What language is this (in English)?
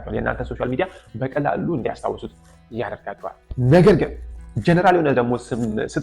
Amharic